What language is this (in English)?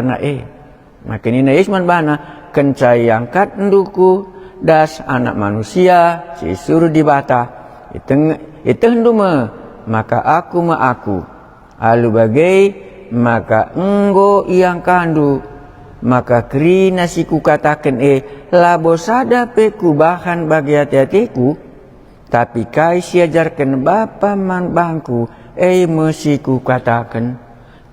Batak Karo